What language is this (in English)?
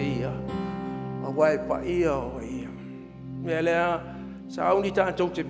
Samoan